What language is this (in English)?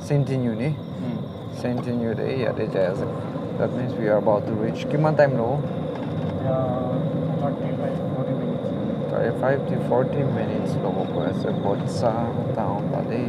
Naga Pidgin